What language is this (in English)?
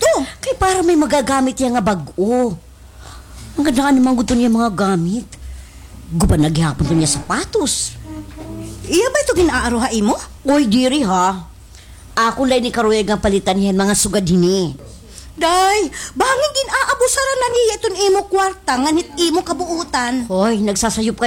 Waray